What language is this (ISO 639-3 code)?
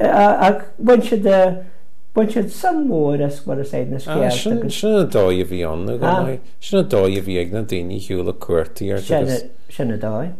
gle